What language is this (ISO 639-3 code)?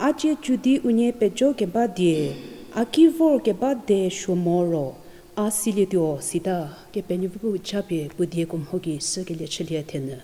njm